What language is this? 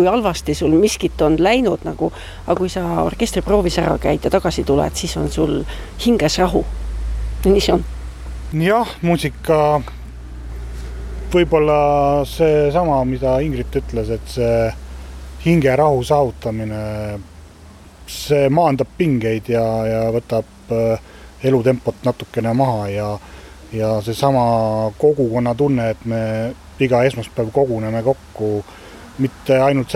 Estonian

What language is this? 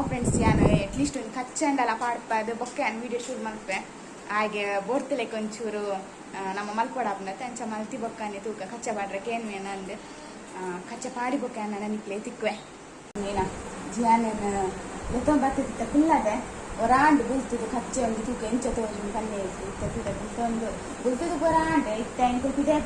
Tulu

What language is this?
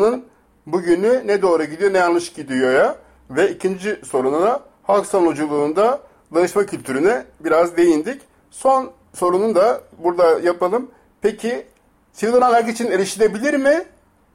Turkish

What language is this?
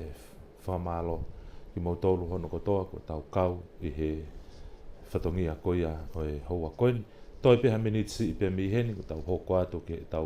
Tongan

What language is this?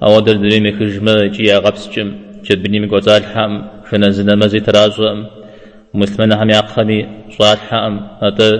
Kabardian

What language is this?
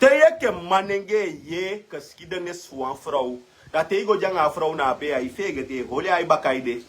Sranan Tongo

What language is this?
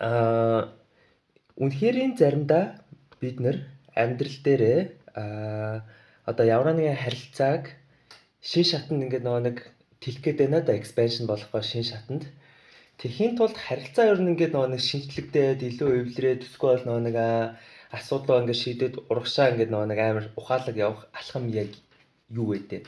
Mongolian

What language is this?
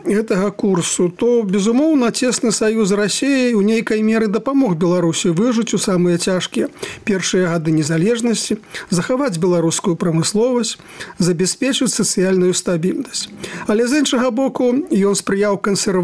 Belarusian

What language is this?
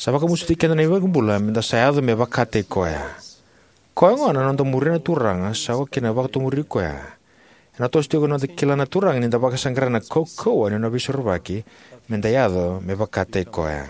Fijian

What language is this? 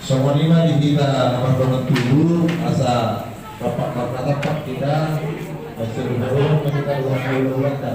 Batak Toba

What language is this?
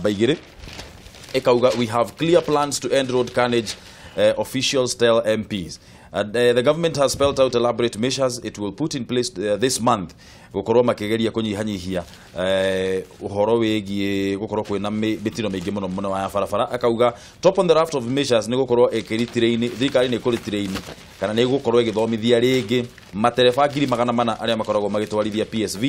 Kikuyu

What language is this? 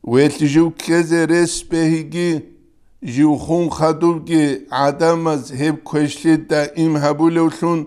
Avaric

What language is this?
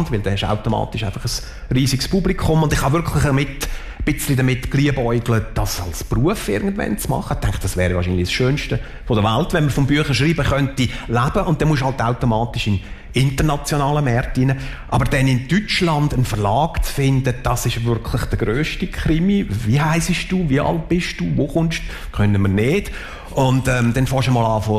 German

